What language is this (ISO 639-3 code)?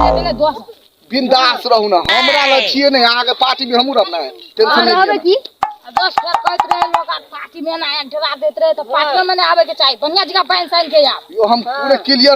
mai